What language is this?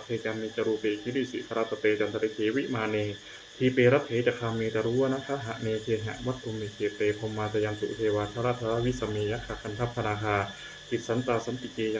Pali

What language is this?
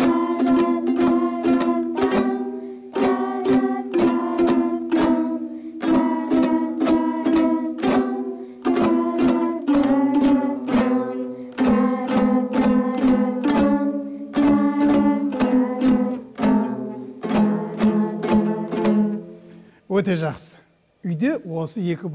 Kazakh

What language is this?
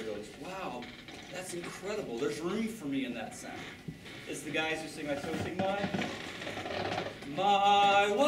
English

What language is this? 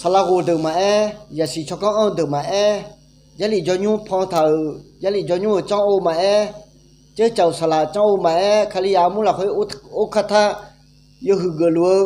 Akha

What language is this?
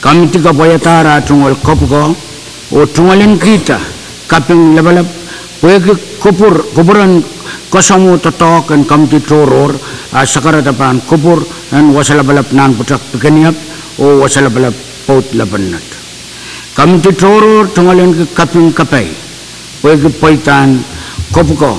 Pohnpeian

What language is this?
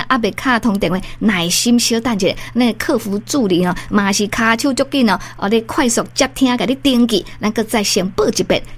Min Nan Chinese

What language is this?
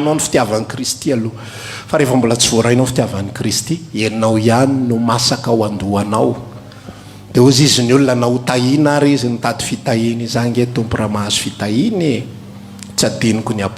Malagasy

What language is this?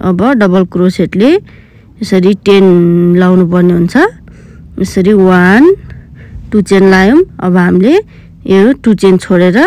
Nepali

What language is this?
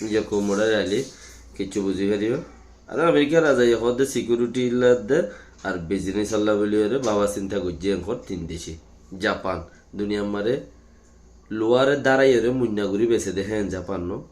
Rohingya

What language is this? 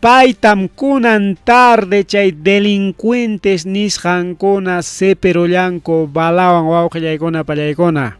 Ayacucho Quechua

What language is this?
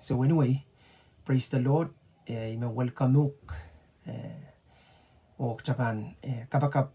Pohnpeian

